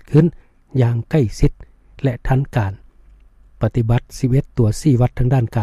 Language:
Lao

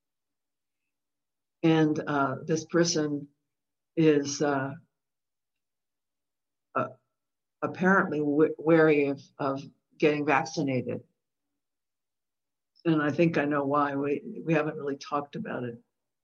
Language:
English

